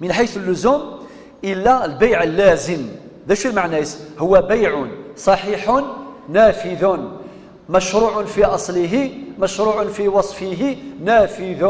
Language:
Kabyle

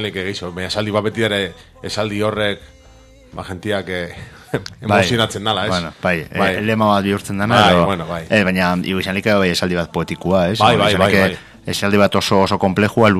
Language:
Basque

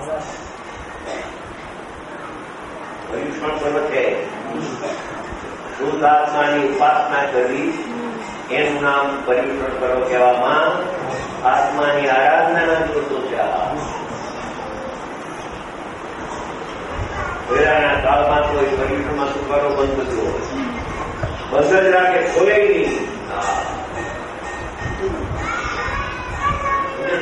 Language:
Gujarati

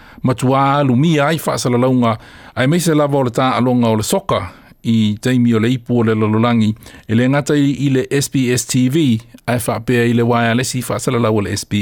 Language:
Samoan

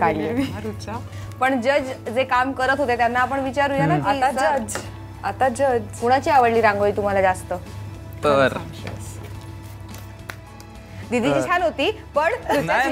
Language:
Marathi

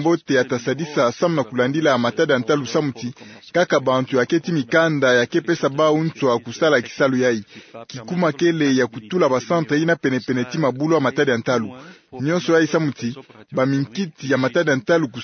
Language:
Kituba (Democratic Republic of Congo)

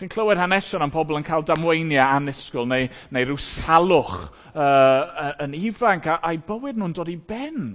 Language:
Welsh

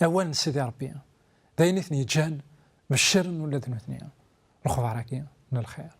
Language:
Kabyle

